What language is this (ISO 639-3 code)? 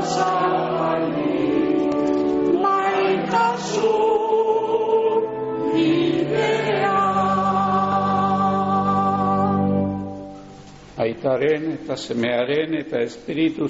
eus